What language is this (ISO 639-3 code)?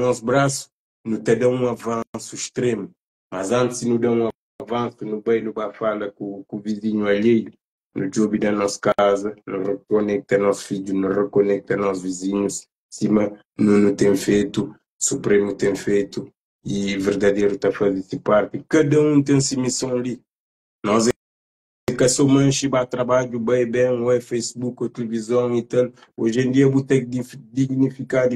kea